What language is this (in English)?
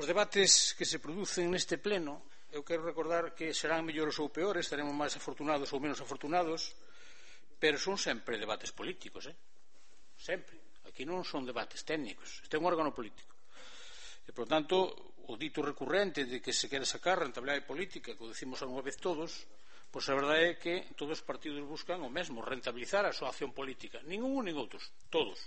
Galician